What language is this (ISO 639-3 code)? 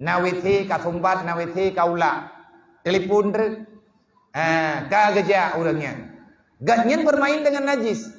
ace